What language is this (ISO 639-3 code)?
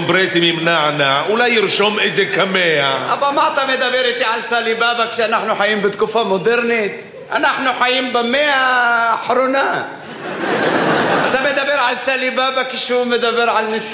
heb